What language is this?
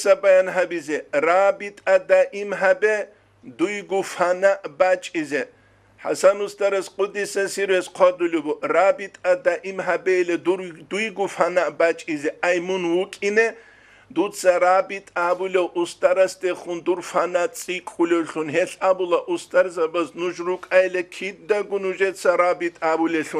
Avaric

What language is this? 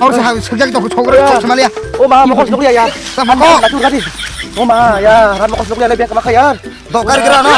Kok Borok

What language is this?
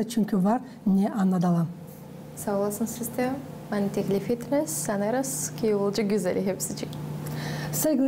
Gagauz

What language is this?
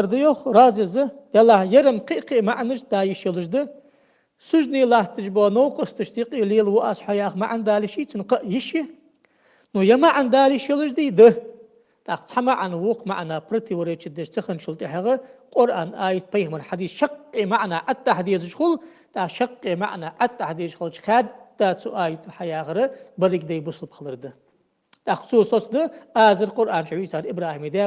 Ingush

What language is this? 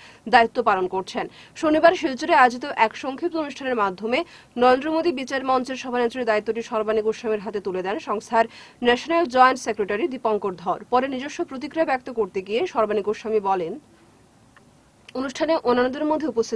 Bangla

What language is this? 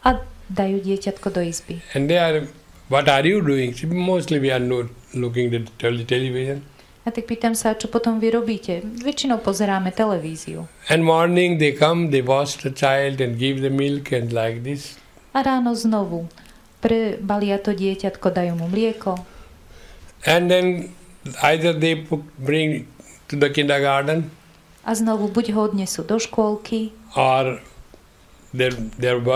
Slovak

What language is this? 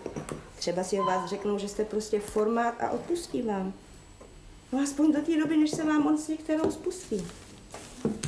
Czech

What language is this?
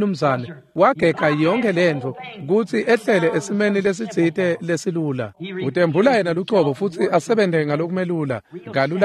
Swati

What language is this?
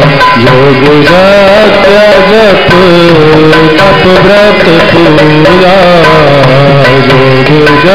Hindi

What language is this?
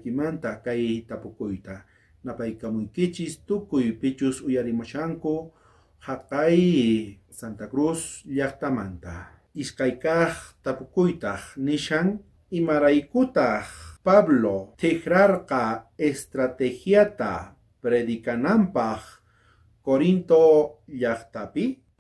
South Bolivian Quechua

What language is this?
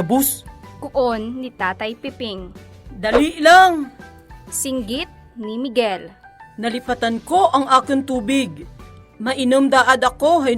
Kinaray-a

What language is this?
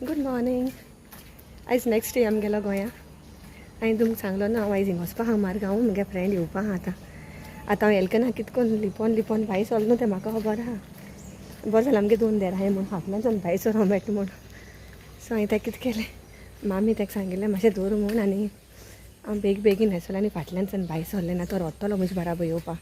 Konkani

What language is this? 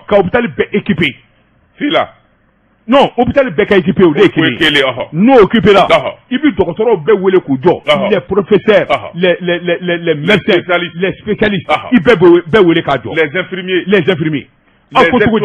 Bambara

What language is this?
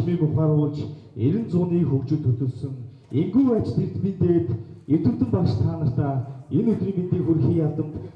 Mongolian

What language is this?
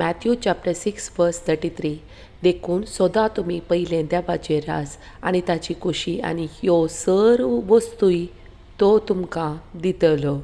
Konkani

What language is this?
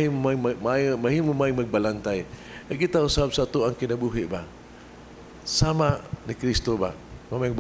Cebuano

